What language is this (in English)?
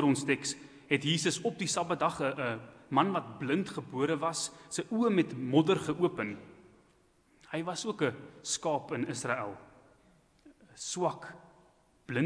Afrikaans